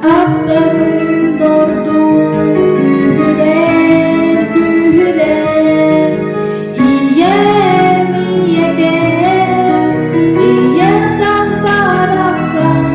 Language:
Yakut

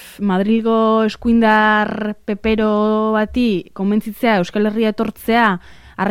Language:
Basque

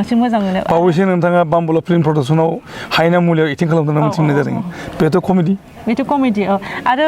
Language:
Bodo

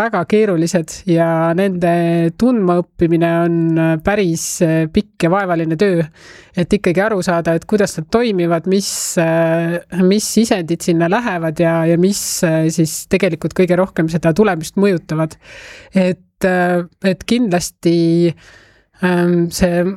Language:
Estonian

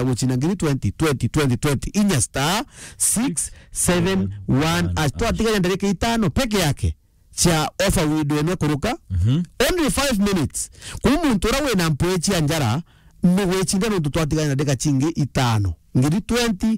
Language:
Meru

